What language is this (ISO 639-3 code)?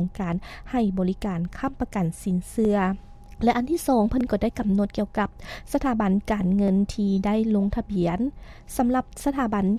lao